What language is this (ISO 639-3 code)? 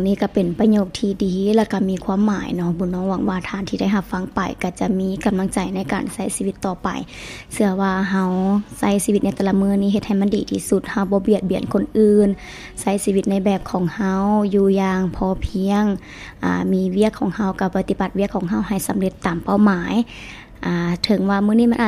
lao